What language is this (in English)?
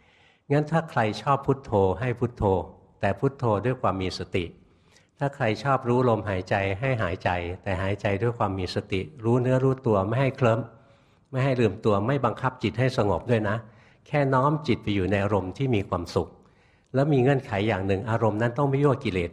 Thai